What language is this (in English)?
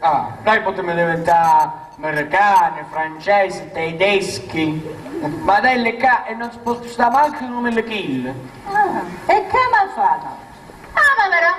Sicilian